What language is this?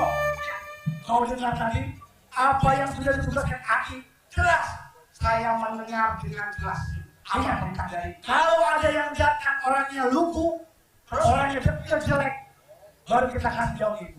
Betawi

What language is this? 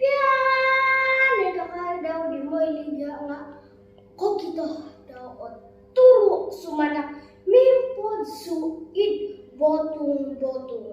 Central Dusun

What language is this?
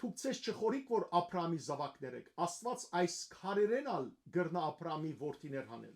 Western Armenian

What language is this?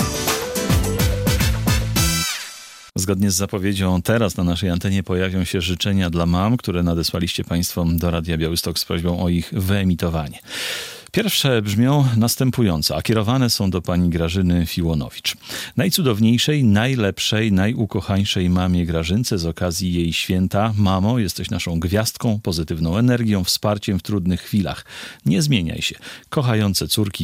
Polish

